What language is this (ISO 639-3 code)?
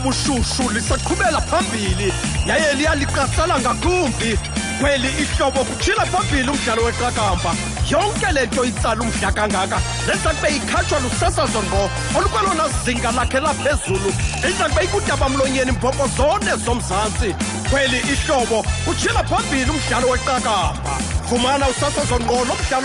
xho